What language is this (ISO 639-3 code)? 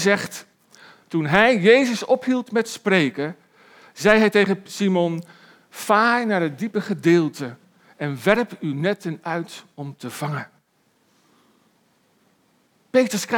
nld